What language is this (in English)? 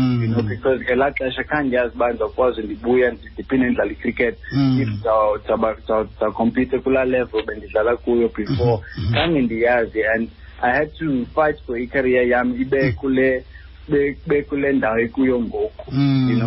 Xhosa